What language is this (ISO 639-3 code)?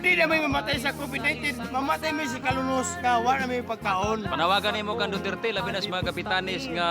ceb